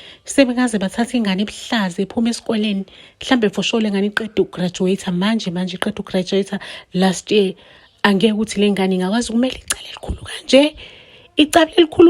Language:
Zulu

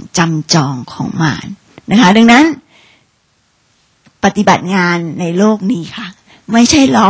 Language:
Thai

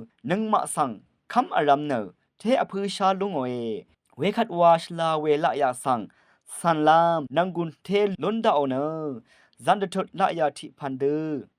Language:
Rawang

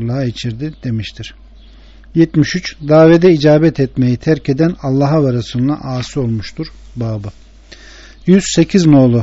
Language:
Turkish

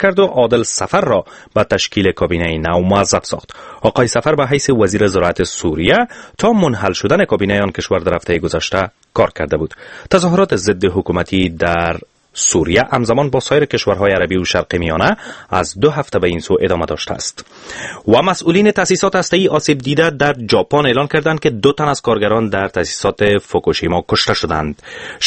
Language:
Persian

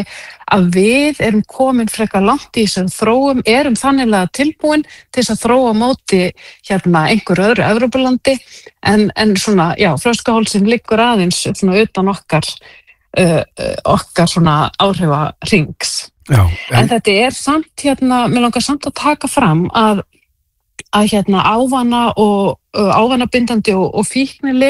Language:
Icelandic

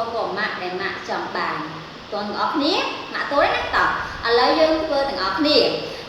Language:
Khmer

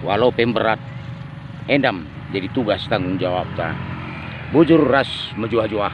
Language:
Batak Karo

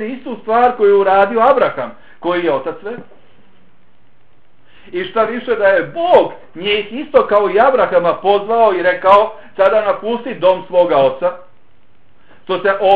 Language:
Bosnian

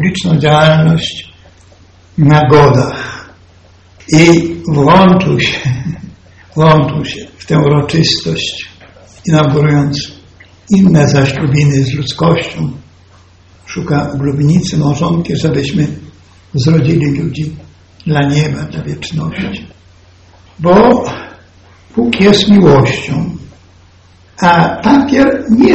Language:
Polish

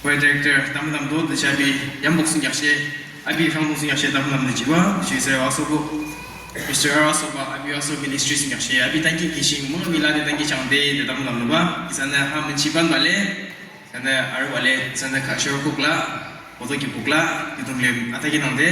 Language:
Yimchungru Naga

